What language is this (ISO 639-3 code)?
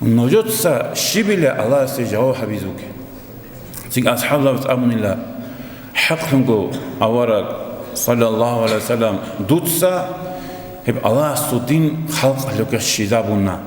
ava